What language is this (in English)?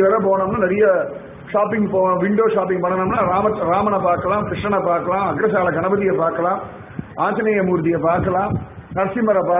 Tamil